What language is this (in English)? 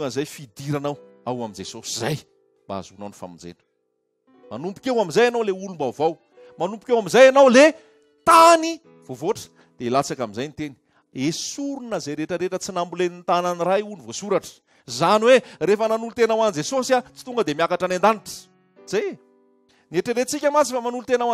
Malagasy